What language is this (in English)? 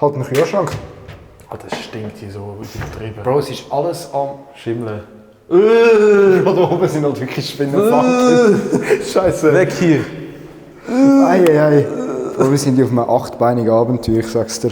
Swiss German